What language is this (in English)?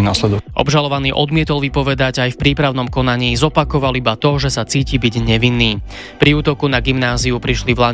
Slovak